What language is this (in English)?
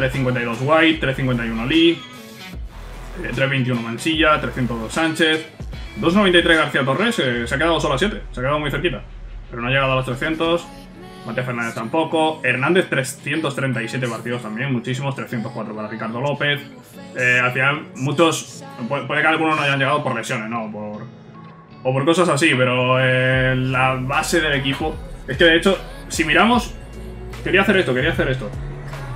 Spanish